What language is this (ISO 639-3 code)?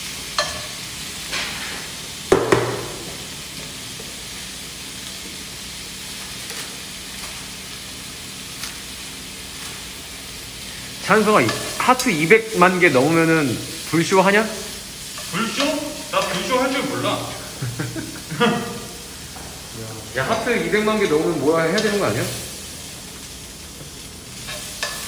kor